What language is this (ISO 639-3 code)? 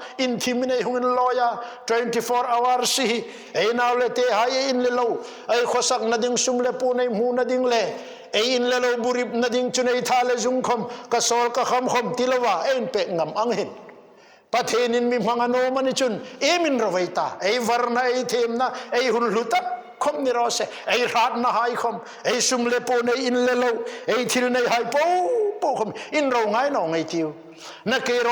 hmr